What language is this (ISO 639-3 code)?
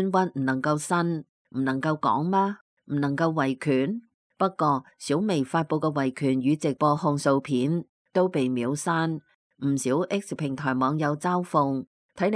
yue